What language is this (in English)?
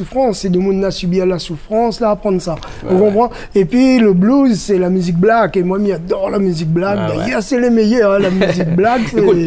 Réunion Creole French